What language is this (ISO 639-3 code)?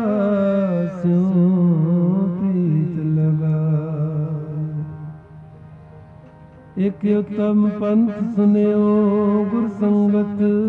pan